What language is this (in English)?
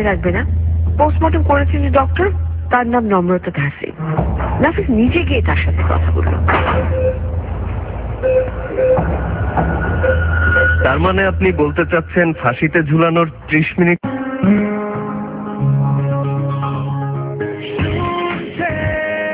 Bangla